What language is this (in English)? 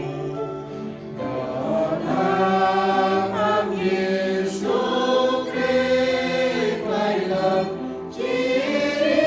Central Mnong